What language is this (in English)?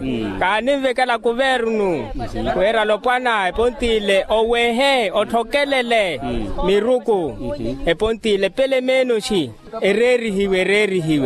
Makhuwa